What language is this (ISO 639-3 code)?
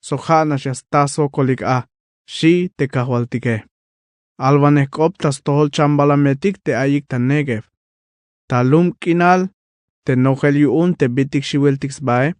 tzh